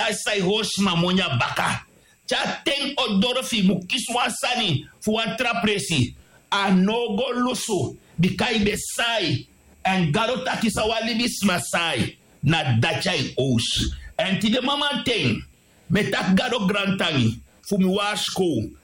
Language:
Sranan Tongo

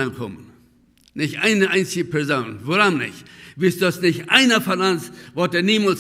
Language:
Plautdietsch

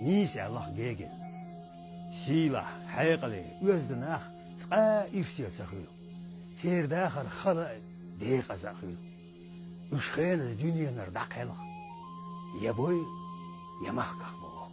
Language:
Chechen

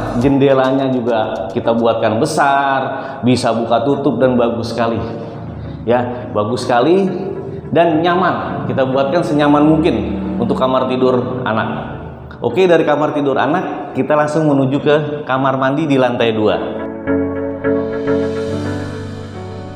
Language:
Indonesian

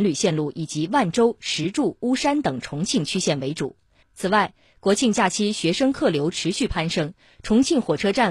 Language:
Chinese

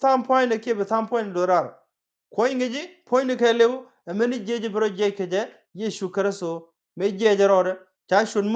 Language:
Nuer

